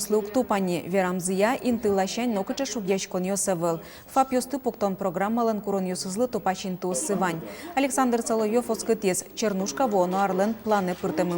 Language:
Udmurt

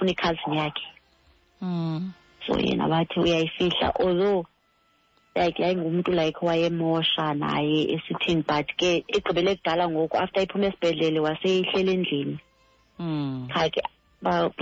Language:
Xhosa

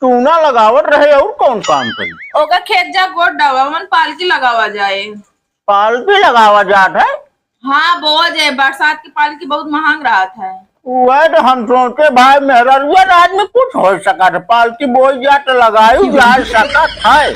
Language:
Awadhi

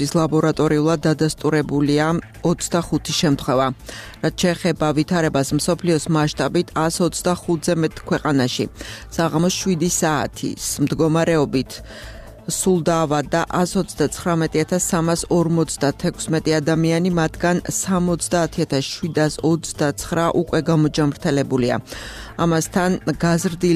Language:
Georgian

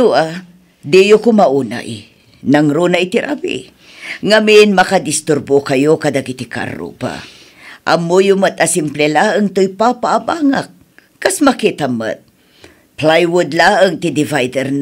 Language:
Iloko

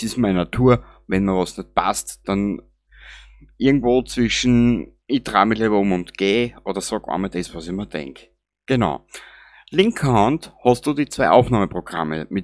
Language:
Bavarian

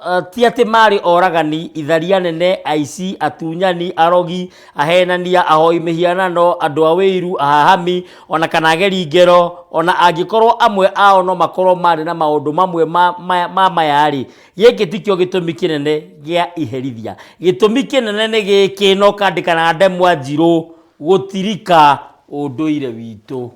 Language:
Kikuyu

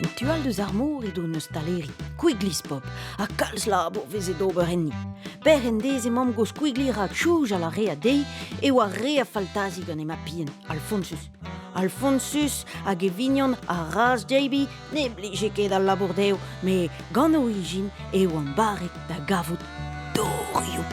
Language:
Breton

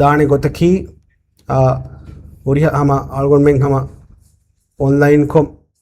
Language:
Divehi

